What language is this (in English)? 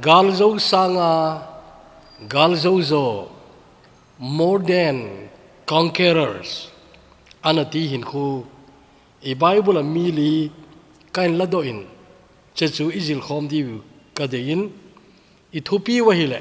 Thado Chin